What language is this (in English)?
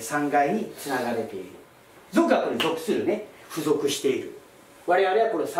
Japanese